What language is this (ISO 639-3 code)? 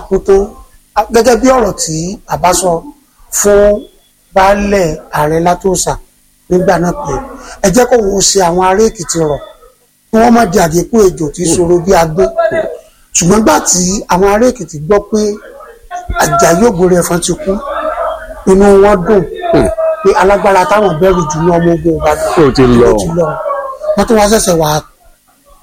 yor